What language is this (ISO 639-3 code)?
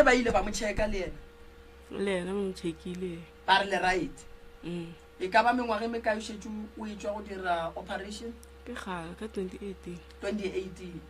nso